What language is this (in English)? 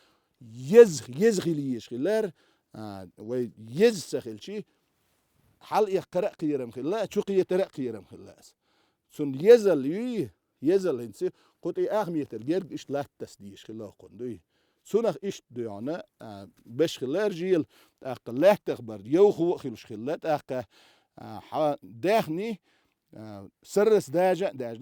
Chechen